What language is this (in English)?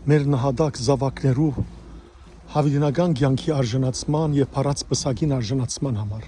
Western Armenian